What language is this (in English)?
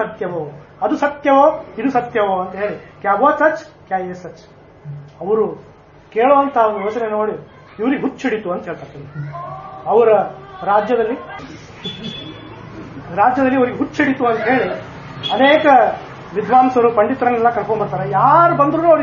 Kannada